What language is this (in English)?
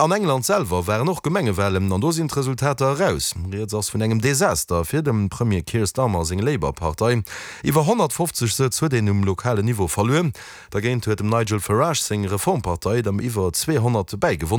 Luxembourgish